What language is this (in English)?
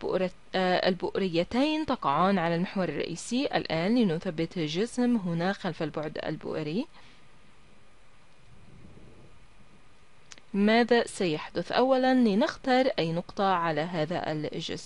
Arabic